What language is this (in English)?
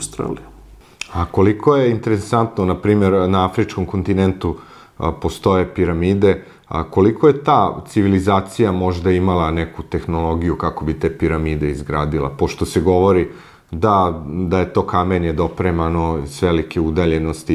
Serbian